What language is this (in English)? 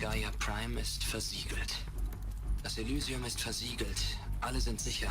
Swiss German